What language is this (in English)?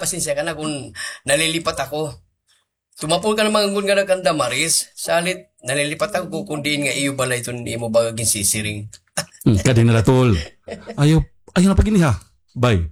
Waray